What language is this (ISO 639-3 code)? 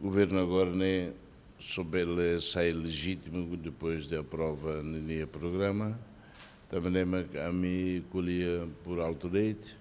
tet